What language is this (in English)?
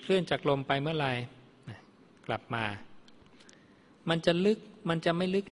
Thai